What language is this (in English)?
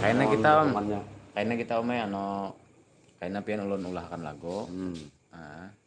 Banjar